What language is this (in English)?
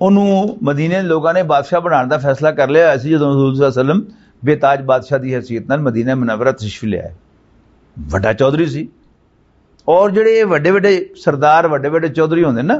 Western Panjabi